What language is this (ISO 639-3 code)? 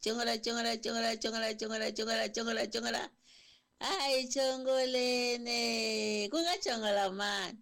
tso